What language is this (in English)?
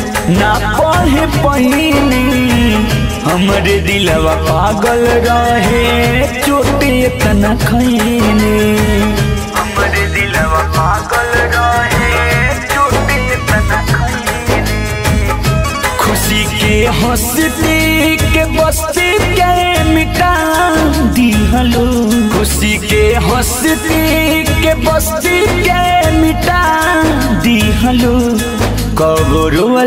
Bhojpuri